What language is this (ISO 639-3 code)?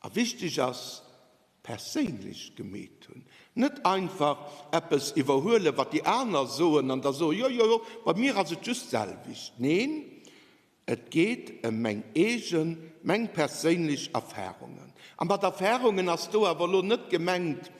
ltz